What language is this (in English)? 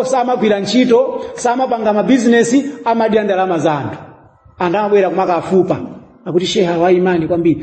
Nyanja